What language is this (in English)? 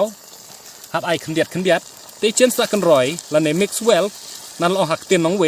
Khasi